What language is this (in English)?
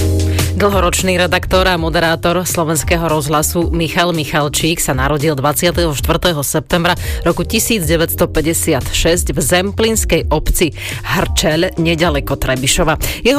Slovak